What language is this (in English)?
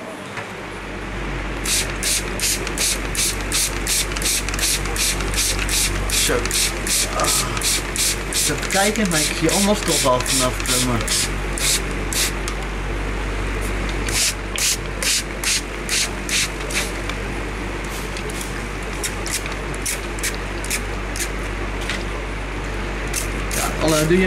Dutch